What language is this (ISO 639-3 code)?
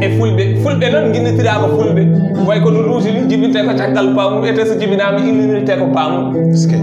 ful